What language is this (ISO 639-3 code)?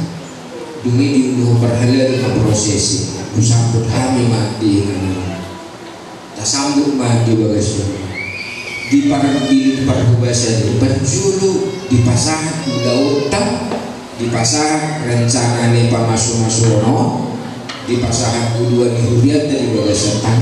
bbc